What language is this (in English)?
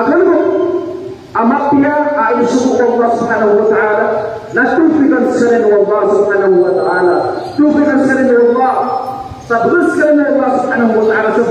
Maranao